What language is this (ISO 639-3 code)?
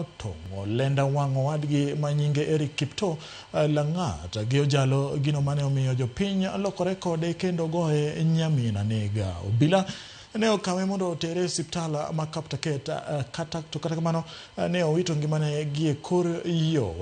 luo